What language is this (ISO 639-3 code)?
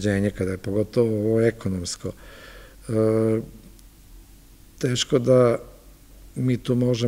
srp